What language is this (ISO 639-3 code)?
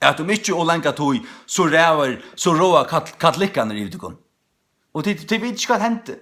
fao